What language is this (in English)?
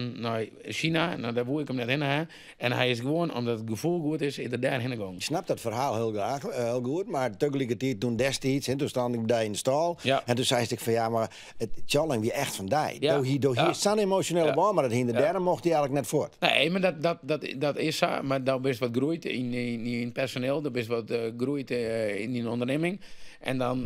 Western Frisian